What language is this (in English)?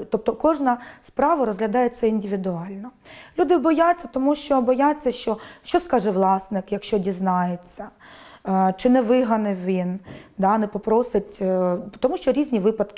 Ukrainian